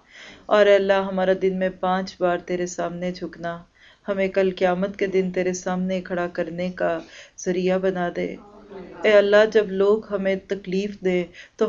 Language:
Urdu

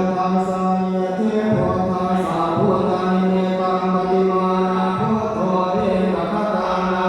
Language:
Pali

